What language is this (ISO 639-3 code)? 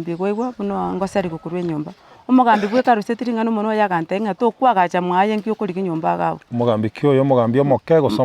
guz